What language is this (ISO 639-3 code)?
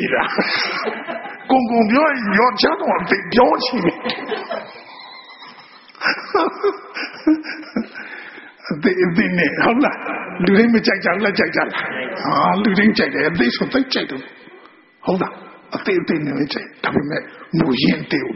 mya